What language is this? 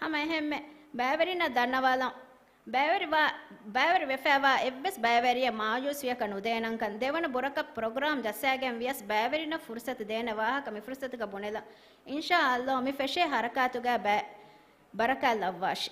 Divehi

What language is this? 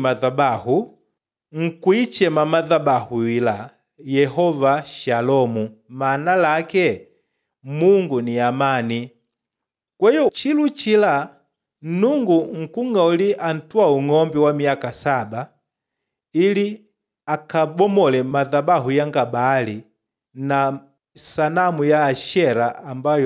Makonde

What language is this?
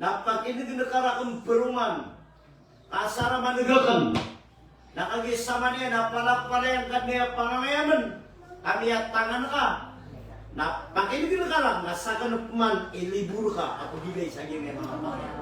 Maranao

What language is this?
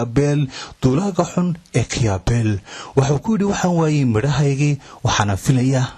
Somali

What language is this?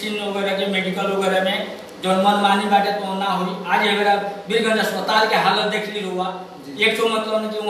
Bhojpuri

